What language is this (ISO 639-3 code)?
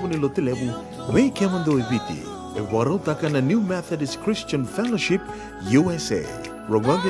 fij